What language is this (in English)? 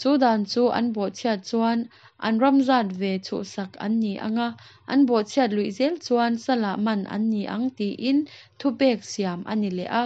Mizo